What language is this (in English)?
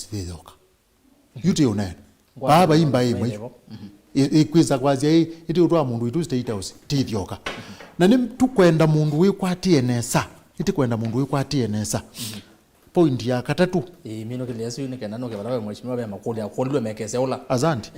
Kamba